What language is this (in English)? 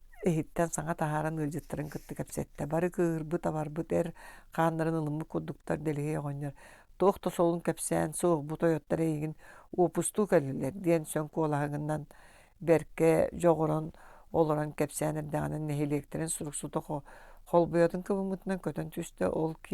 Yakut